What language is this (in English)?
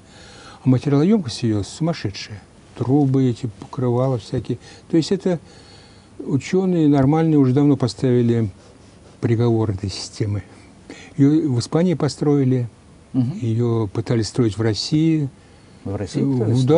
Russian